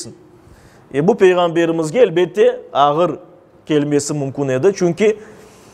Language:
Crimean Tatar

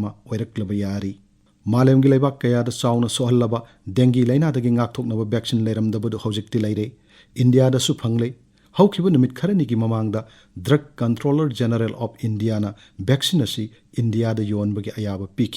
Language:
Manipuri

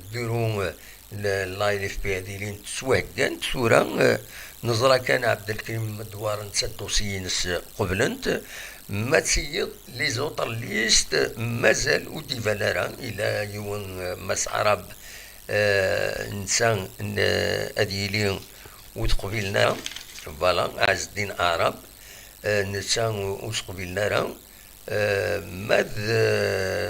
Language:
Kabyle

